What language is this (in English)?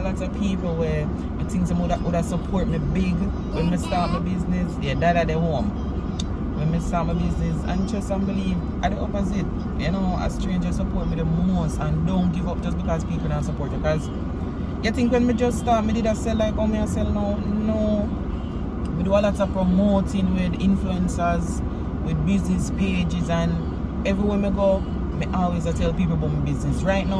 Jamaican Creole English